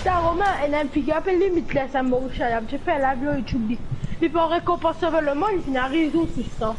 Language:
Morisyen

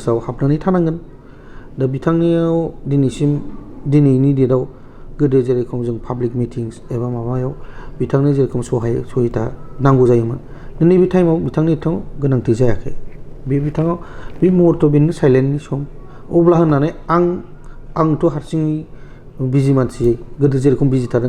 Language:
Bodo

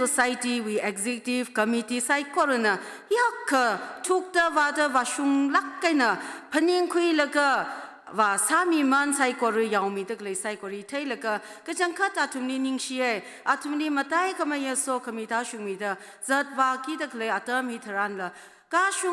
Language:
Tangkhul Naga (India)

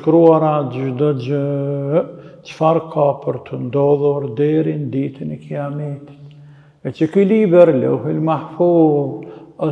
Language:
Albanian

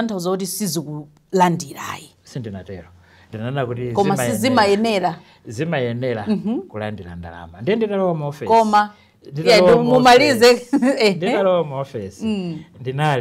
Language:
Nyanja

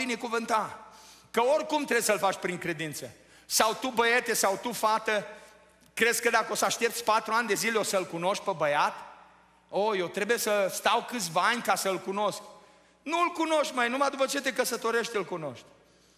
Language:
Romanian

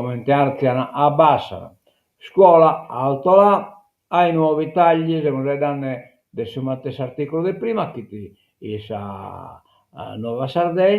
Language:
Sardinian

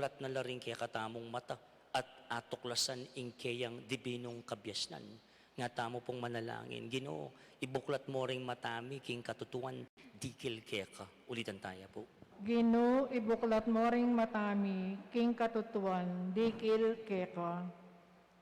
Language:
Pampanga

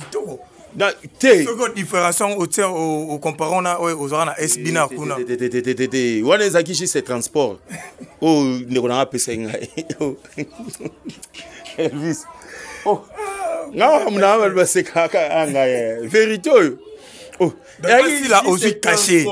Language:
Lingala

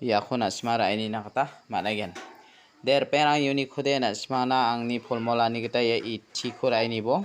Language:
Garo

